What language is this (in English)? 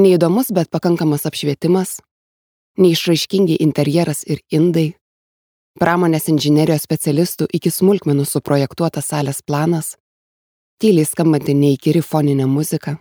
Lithuanian